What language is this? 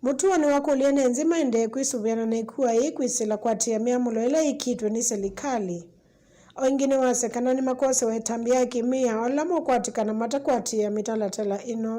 Kamba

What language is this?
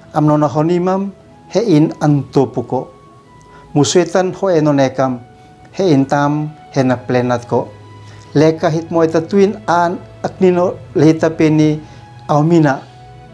Uab Meto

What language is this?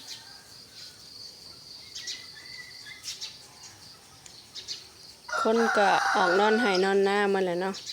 Lao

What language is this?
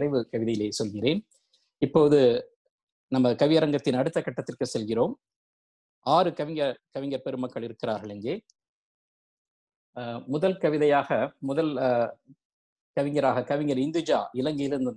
Tamil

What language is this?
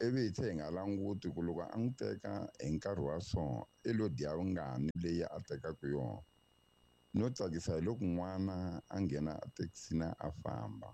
Tsonga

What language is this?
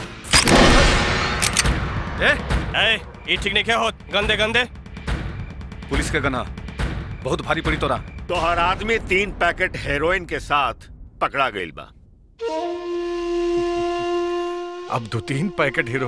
Bhojpuri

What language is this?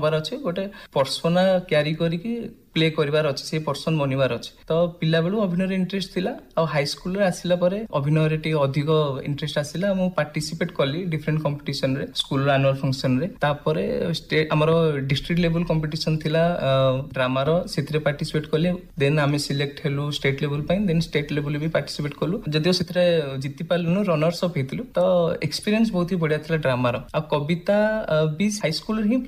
Odia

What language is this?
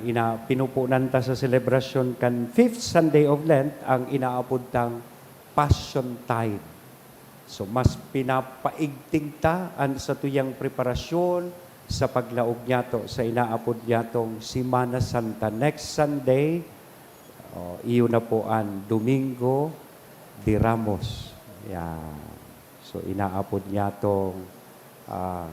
Bikol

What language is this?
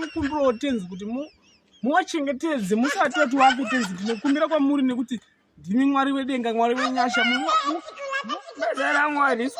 Shona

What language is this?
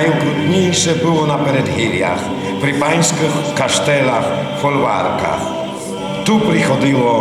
Rusyn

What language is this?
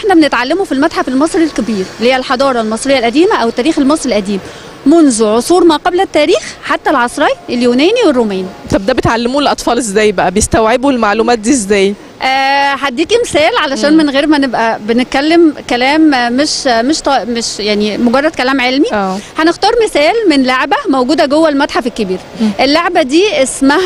Egyptian Arabic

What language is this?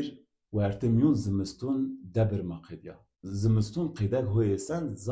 Zaza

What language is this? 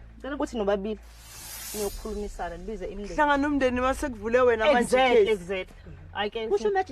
Zulu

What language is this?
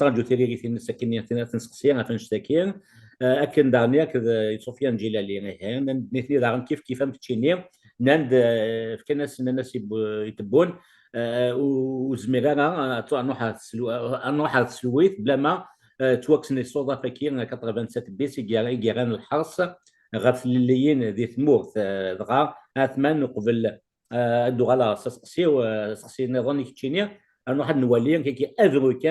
Kabyle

